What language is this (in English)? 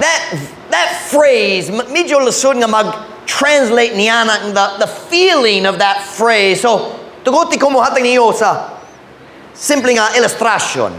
Cebuano